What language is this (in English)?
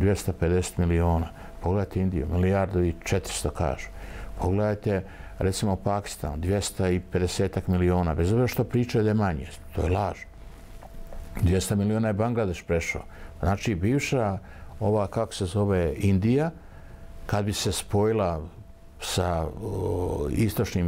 Bosnian